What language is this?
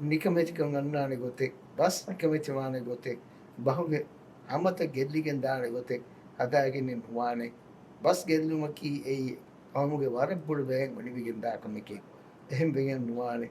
Divehi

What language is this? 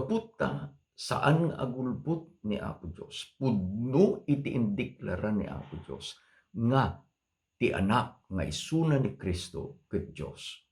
Iloko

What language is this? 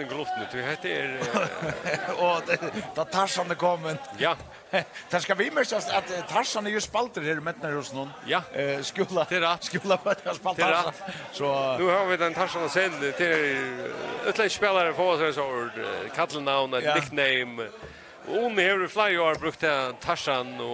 Faroese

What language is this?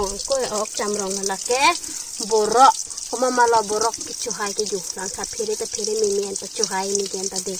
Karbi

